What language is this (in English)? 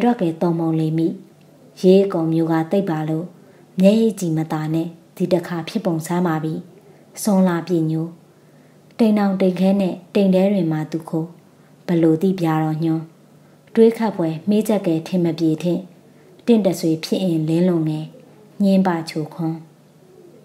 Burmese